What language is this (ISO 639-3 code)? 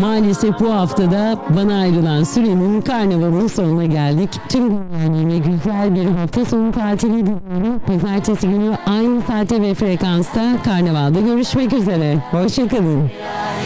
tur